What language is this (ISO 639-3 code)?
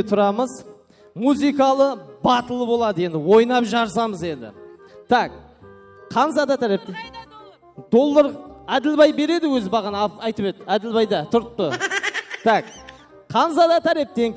kaa